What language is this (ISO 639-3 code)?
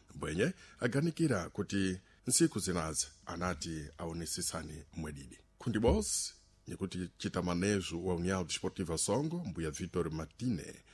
seh